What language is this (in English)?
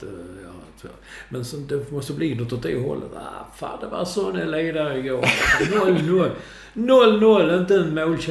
Swedish